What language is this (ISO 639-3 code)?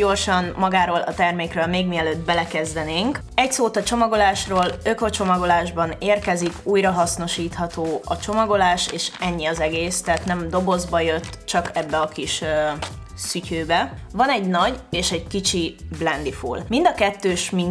hun